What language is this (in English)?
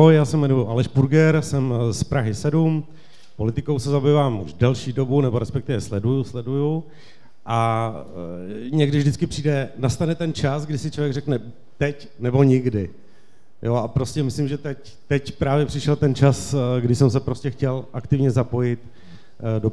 Czech